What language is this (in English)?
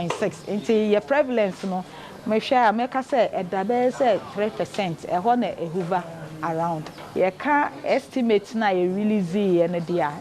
Akan